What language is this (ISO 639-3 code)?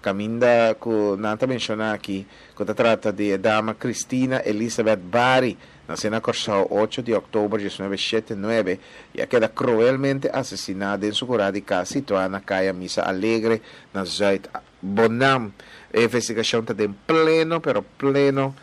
pap